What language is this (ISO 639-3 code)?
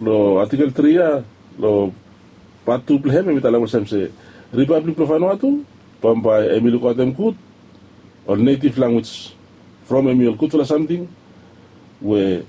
bis